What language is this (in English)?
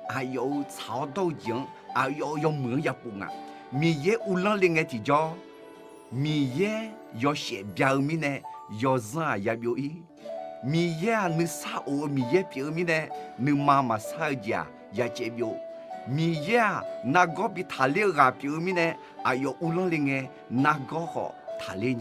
Akha